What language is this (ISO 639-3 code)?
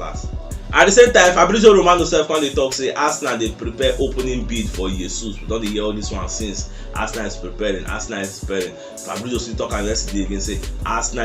pcm